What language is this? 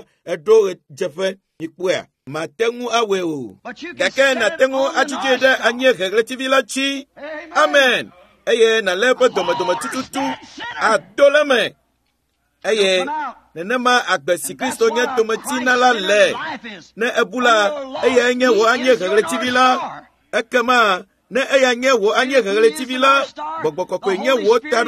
Ewe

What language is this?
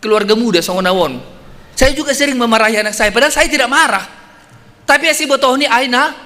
Batak Simalungun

